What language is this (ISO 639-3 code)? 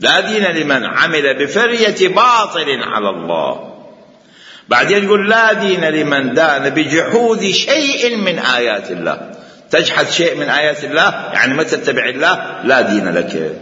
acm